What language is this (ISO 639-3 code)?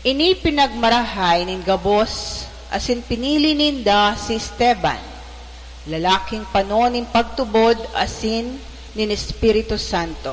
bik